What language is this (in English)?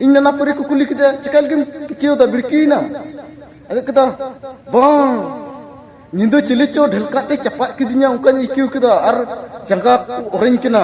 Santali